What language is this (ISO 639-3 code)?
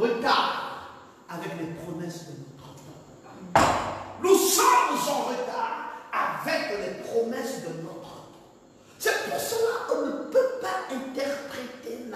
fra